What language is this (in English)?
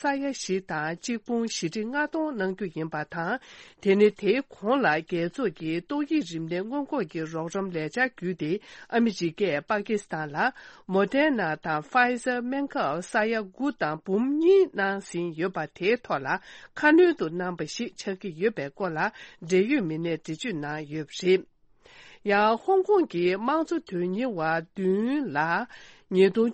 Tibetan